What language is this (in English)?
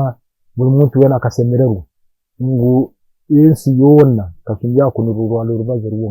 Nyankole